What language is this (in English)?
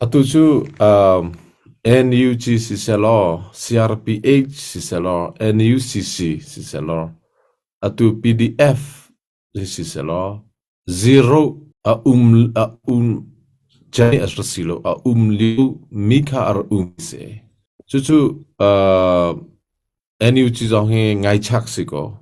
Hakha Chin